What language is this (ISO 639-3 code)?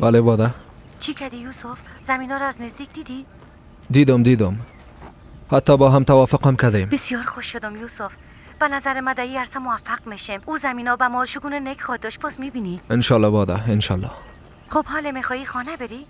fas